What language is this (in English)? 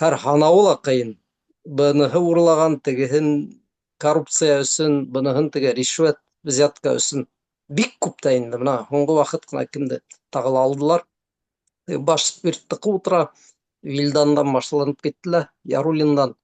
Bashkir